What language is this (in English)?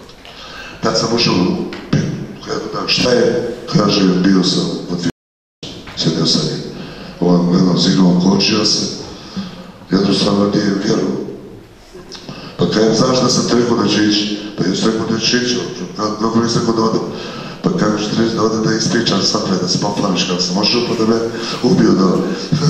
Bosnian